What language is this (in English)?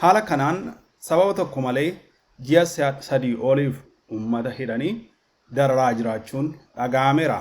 Oromo